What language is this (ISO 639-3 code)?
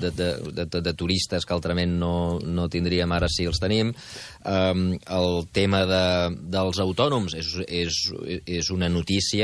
cat